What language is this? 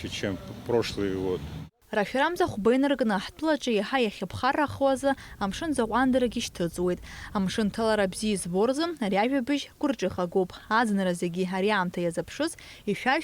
Abkhazian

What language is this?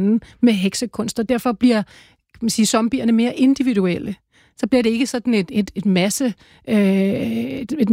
Danish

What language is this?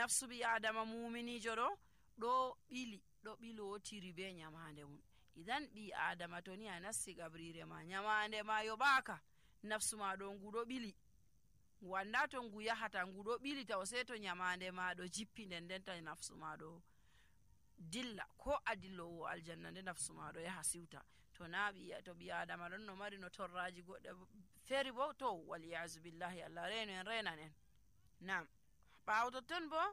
Nigerian Fulfulde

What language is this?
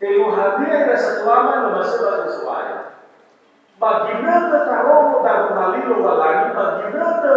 Nias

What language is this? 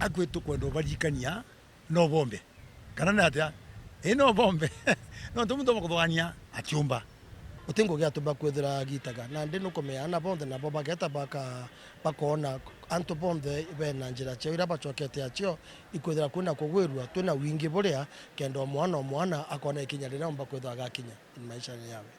Meru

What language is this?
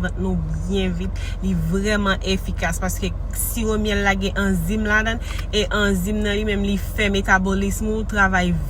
Haitian Creole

